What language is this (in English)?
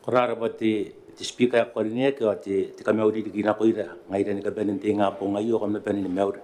Gilbertese